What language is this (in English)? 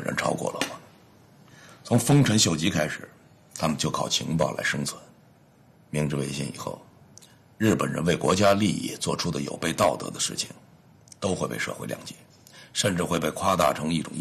Chinese